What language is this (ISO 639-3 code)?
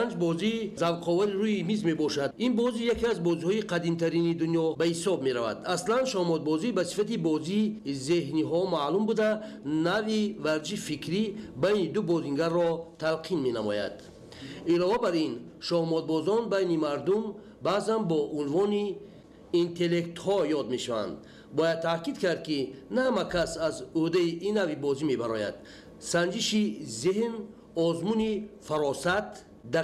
tgk